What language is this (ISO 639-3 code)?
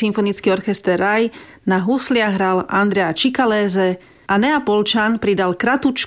slk